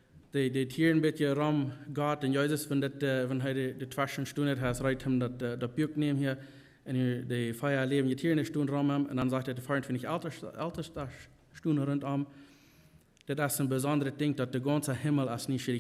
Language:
Plautdietsch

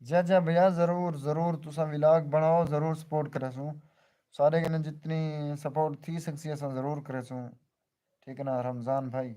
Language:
Saraiki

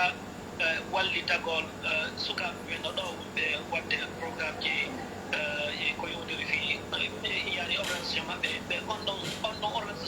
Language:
Fula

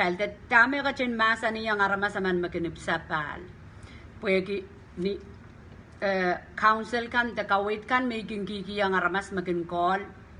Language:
Pohnpeian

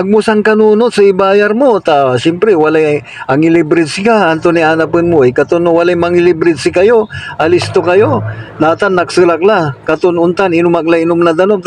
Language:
Pangasinan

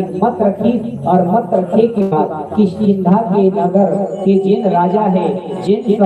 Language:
Chhattisgarhi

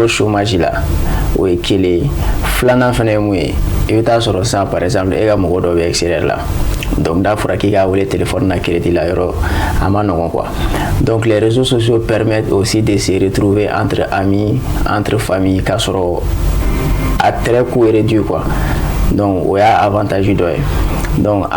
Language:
Bambara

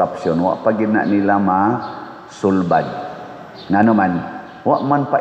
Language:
Cebuano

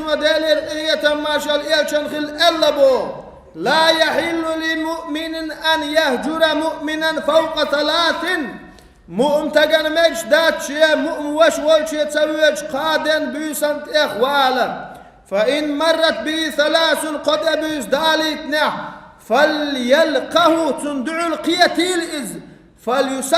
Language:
Chechen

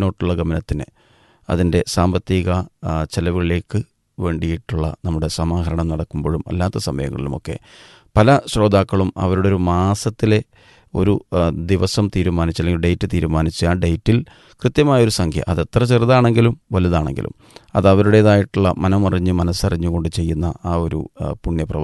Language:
Malayalam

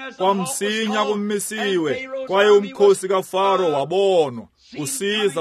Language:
Xhosa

